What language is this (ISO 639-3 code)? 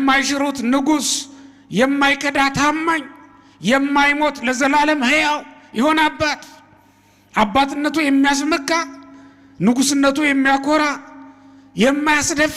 amh